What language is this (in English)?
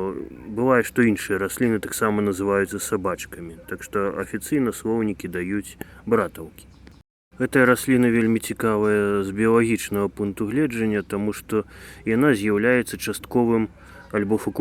Belarusian